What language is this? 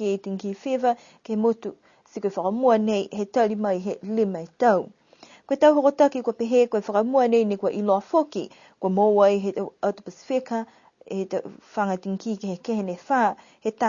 Niuean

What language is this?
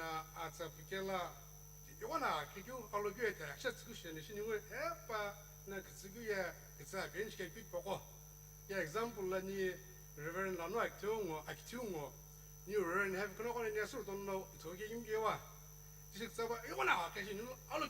Sumi Naga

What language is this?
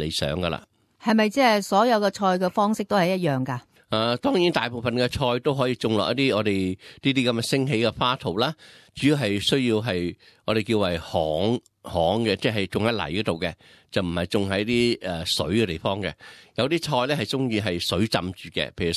Cantonese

